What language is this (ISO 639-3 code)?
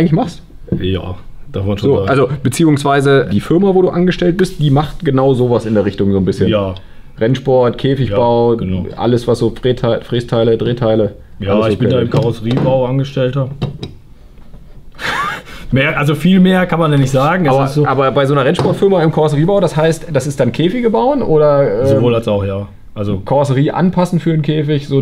deu